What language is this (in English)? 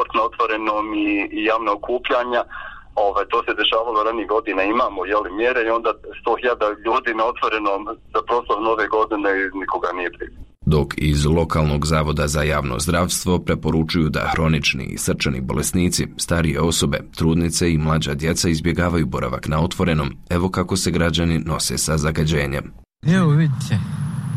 Bosnian